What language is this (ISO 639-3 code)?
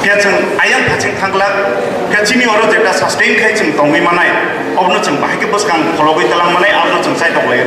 trp